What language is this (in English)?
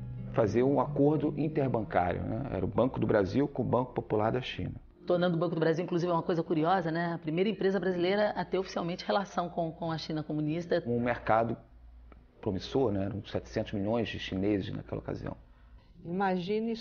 Portuguese